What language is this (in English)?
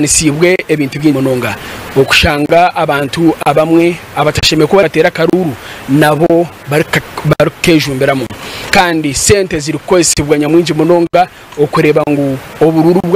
Nyankole